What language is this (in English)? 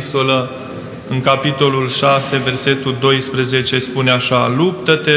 Romanian